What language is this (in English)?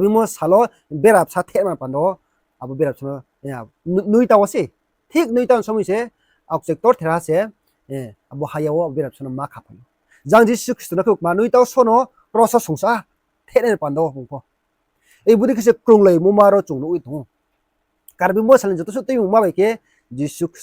Riang (India)